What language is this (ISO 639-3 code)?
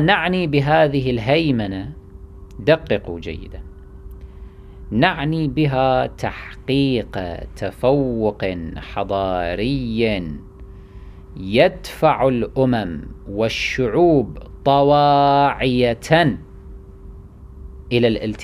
ara